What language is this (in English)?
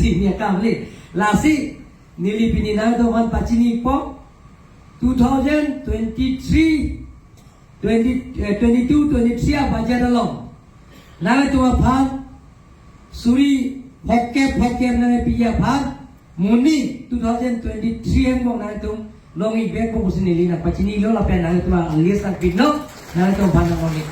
Karbi